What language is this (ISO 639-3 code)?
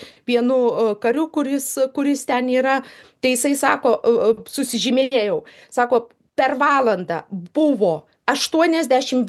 lit